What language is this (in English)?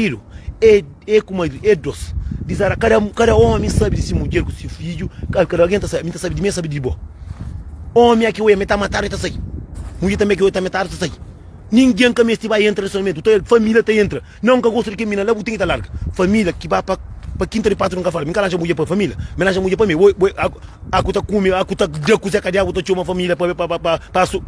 Kabuverdianu